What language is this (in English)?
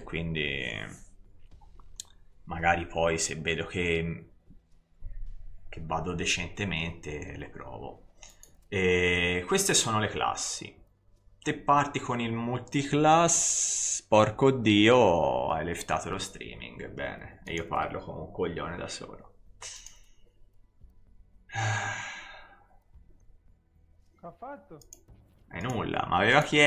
Italian